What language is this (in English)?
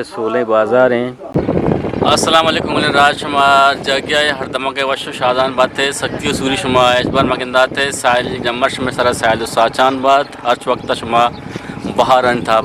Eastern Balochi